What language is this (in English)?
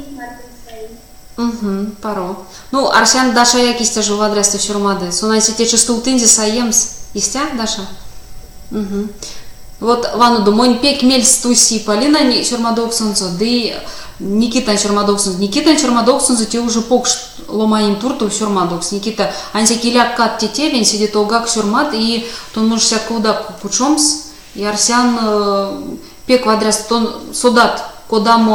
Erzya